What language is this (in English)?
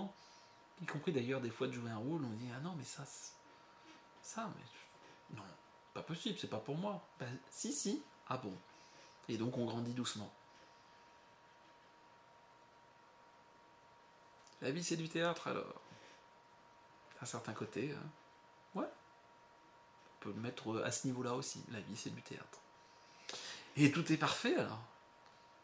French